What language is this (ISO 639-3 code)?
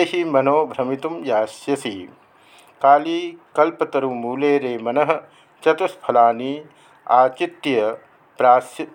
san